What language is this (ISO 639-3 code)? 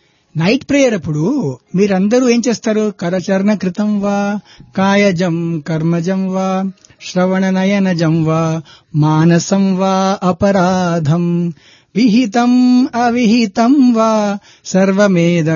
tel